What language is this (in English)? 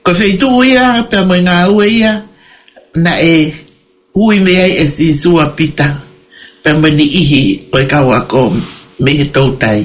Tongan